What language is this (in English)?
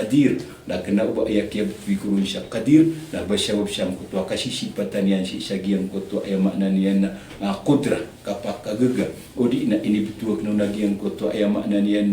Maranao